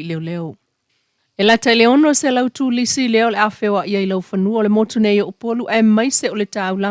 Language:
Samoan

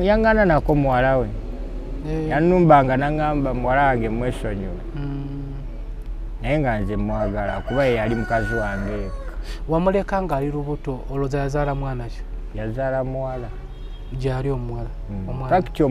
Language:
Ganda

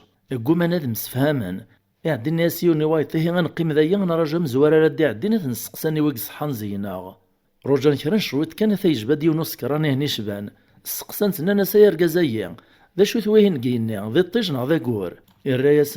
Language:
Kabyle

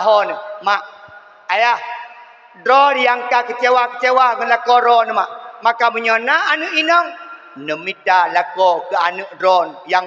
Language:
Achinese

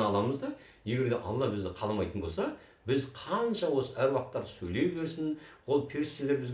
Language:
Kazakh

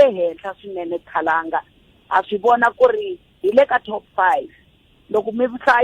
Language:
Tsonga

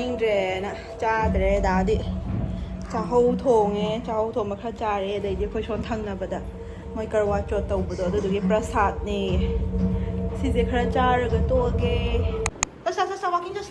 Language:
Manipuri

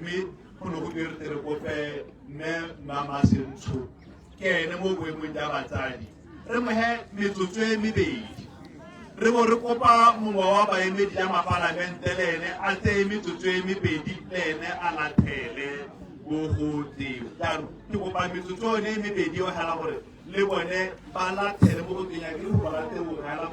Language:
Tswana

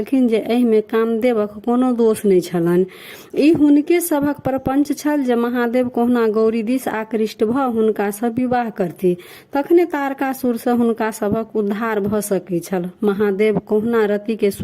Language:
Maithili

